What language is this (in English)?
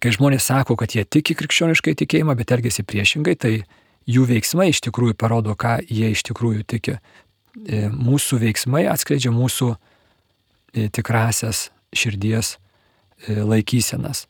Lithuanian